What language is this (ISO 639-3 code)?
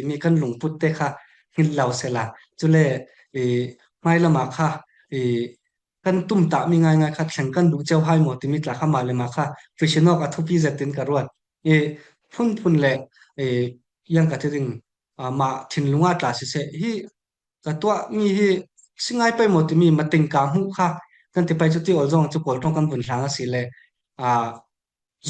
cfm